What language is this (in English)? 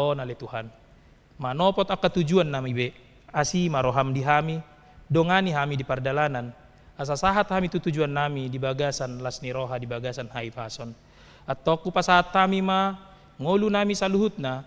Batak Toba